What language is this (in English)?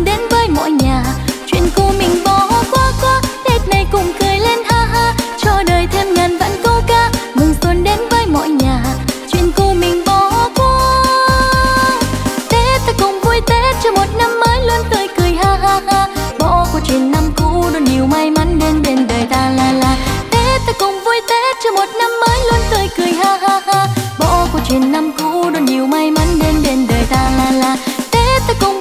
Vietnamese